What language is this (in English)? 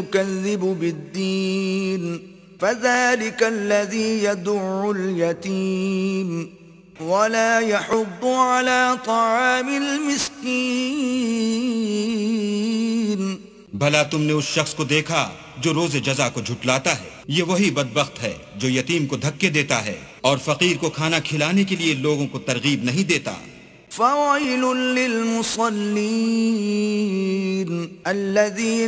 Urdu